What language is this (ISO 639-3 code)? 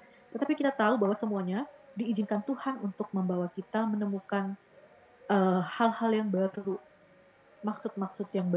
ind